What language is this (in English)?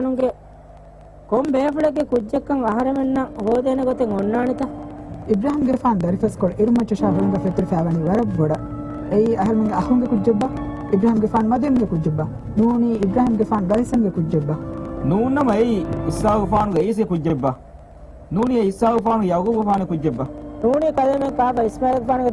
Divehi